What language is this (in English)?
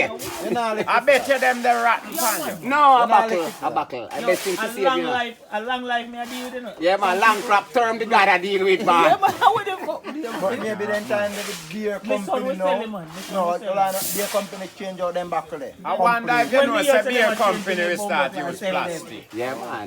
Jamaican Creole English